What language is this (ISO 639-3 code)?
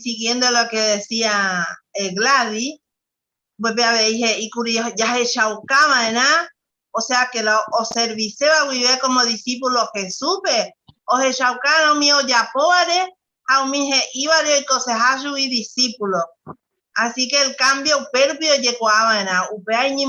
grn